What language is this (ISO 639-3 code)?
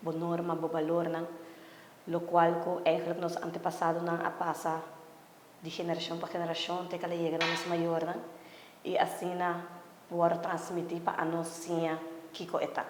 pap